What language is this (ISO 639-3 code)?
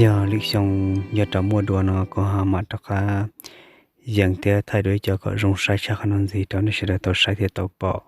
hmn